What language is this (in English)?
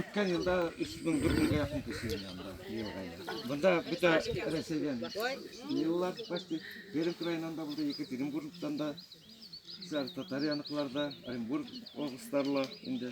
Bashkir